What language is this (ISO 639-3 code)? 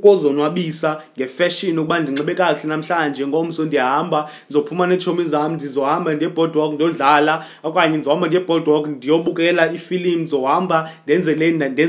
xho